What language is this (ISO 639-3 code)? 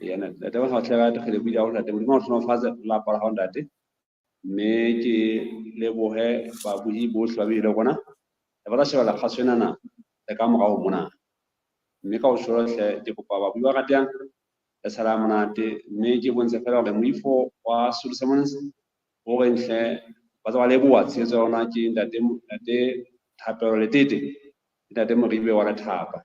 sot